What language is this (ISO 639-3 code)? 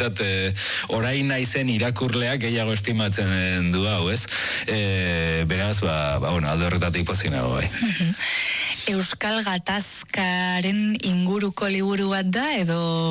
eus